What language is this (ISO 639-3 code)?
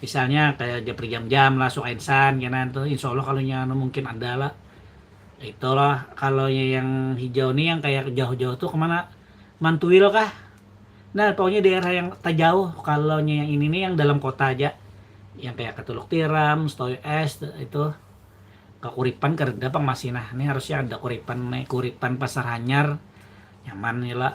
bjn